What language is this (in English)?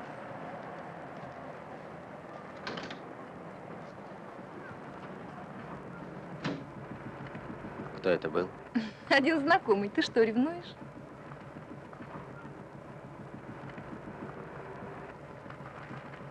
Russian